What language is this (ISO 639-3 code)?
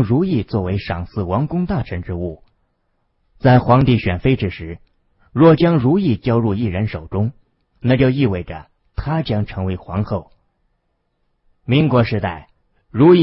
zho